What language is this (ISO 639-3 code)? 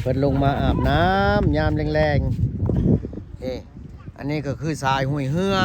lao